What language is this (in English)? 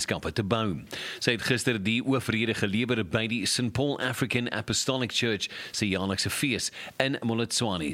Afrikaans